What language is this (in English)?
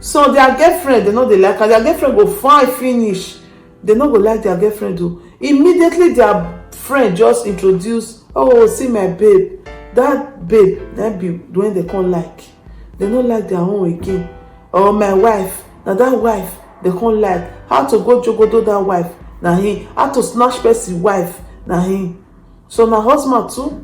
Nigerian Pidgin